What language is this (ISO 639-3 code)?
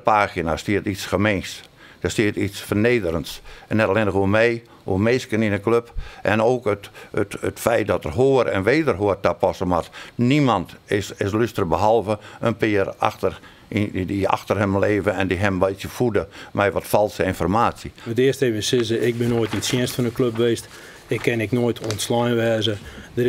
fry